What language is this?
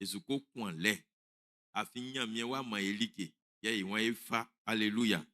Baoulé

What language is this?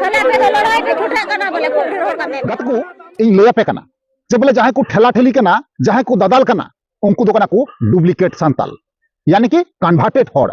Santali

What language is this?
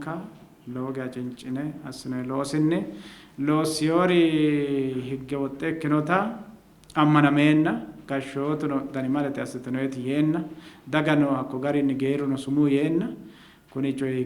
Sidamo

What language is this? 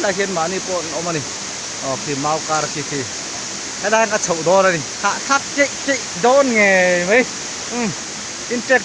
Mizo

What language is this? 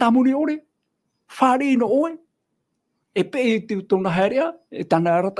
Tahitian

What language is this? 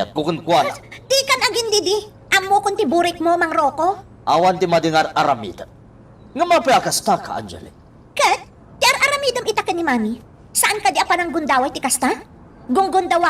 Iloko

